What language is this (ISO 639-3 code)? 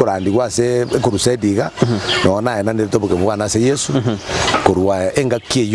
guz